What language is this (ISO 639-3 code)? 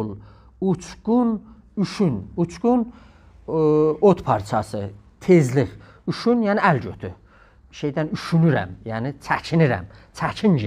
azb